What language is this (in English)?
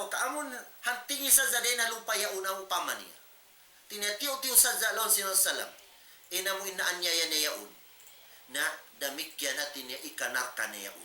Tausug